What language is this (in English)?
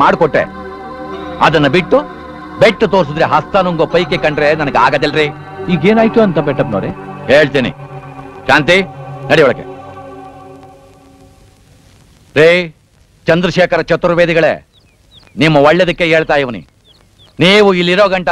Kannada